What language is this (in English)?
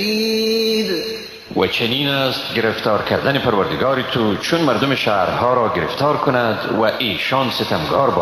Persian